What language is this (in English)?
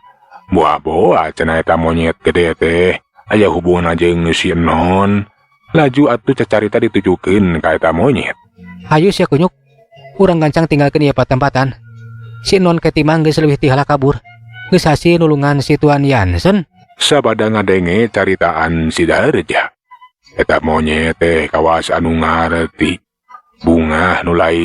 Sundanese